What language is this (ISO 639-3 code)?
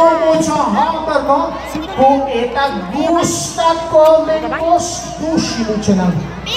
pap